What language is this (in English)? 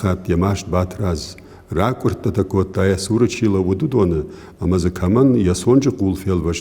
Ossetic